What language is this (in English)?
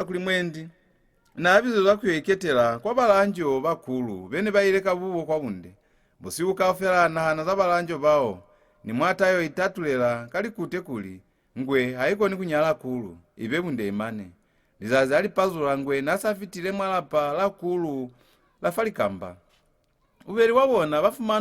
Lozi